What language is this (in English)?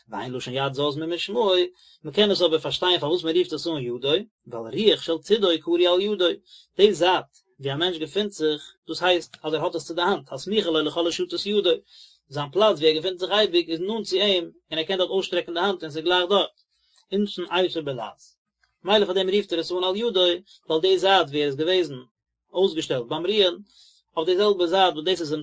Yiddish